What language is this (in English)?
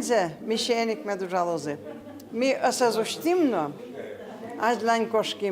Udmurt